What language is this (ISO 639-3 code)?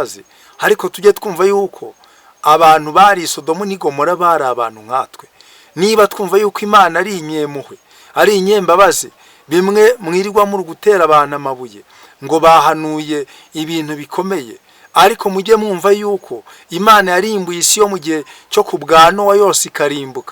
kin